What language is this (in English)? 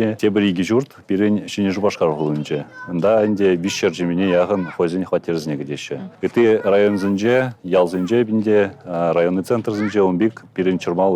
Chuvash